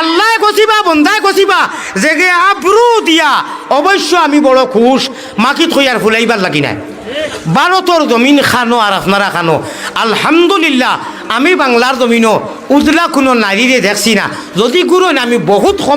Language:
Sylheti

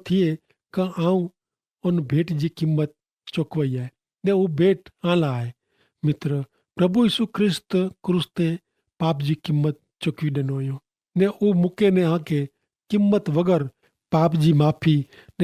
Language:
Kachhi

